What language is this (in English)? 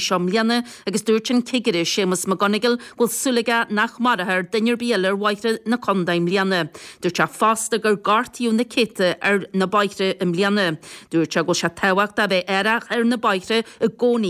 Irish